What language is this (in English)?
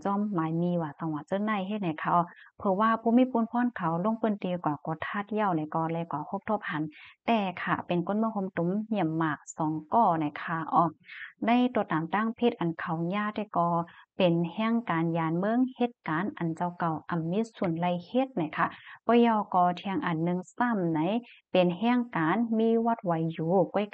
Shan